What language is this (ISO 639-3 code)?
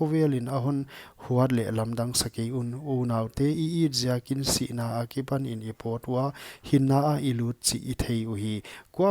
pck